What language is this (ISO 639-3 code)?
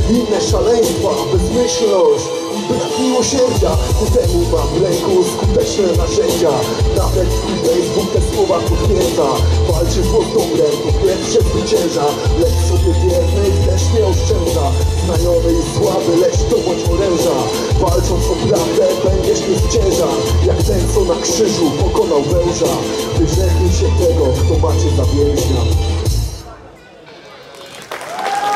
pol